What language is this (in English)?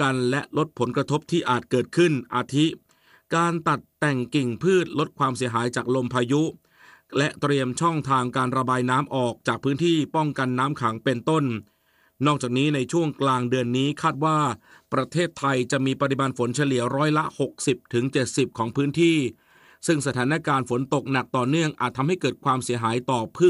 Thai